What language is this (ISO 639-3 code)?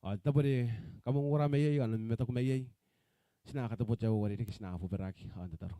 gil